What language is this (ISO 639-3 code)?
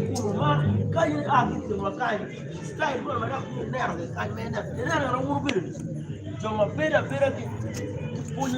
ach